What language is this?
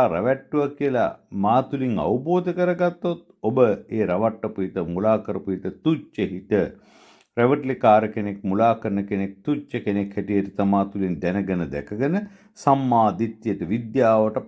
Sinhala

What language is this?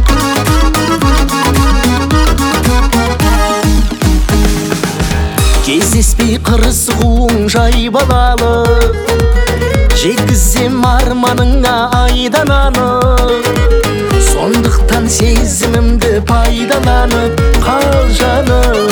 Kazakh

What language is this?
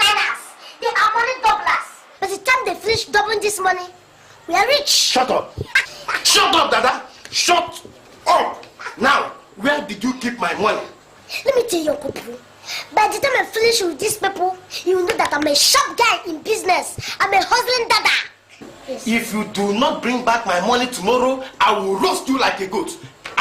Nigerian Pidgin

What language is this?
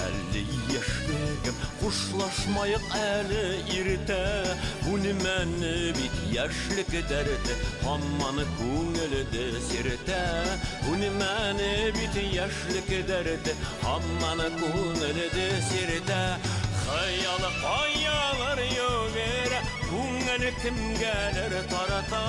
Bashkir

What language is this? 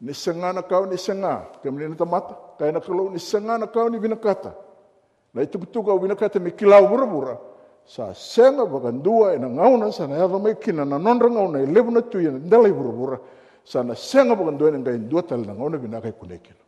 Fijian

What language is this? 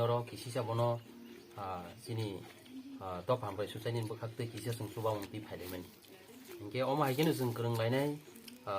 Kok Borok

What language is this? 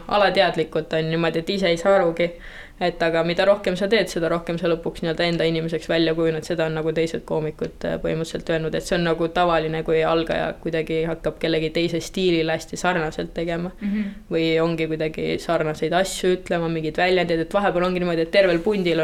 Estonian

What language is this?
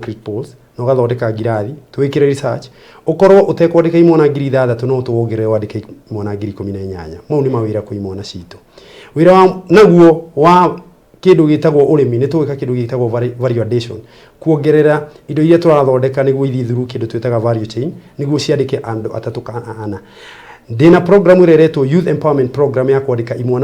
Kikuyu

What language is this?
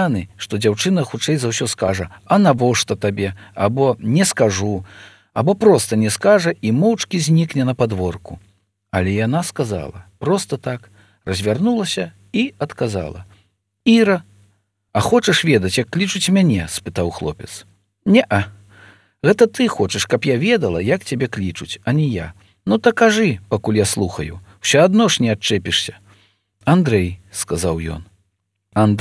Belarusian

